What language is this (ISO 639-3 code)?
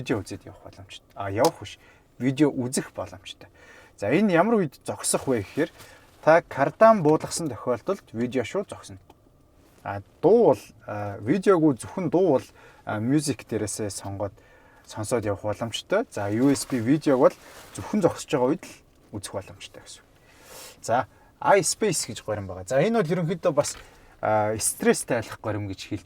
mon